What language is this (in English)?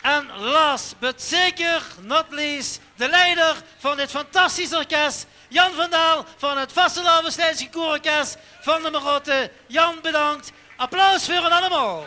Limburgish